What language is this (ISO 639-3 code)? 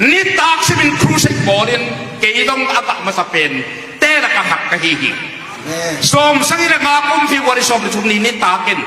ctd